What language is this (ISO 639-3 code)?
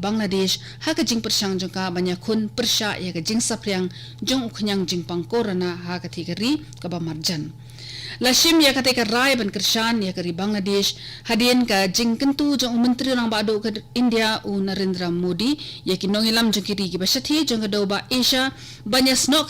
kha